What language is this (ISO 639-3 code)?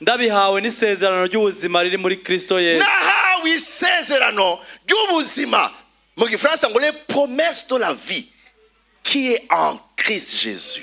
run